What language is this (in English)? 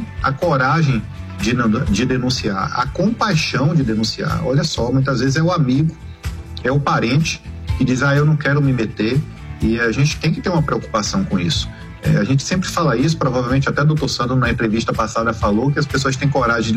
Portuguese